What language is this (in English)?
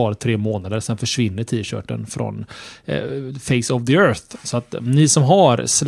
Swedish